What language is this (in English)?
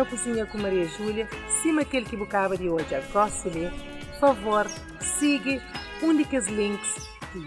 Kabuverdianu